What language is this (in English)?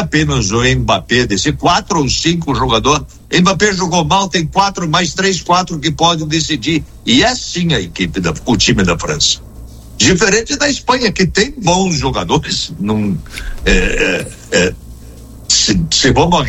Portuguese